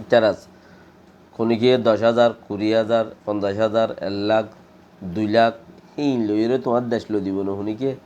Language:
Rohingya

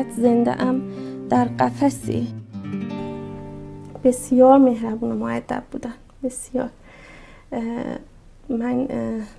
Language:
Persian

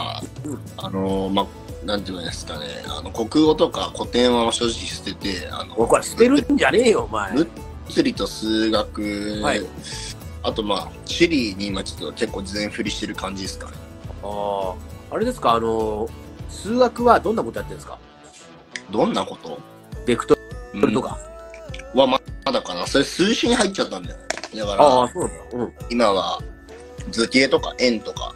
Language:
Japanese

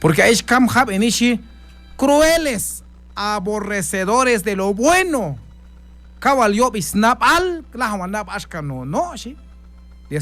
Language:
Q'anjob'al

